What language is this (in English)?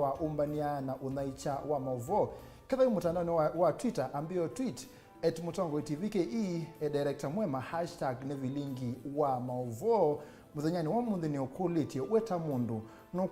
Kamba